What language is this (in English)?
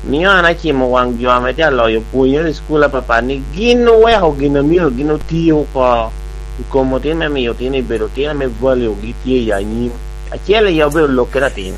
Lango (Uganda)